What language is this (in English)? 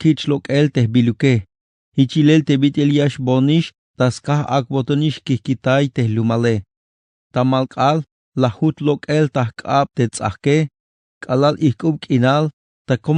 Tzeltal